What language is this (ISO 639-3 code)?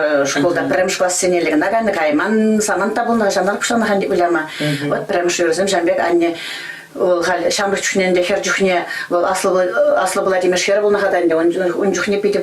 chv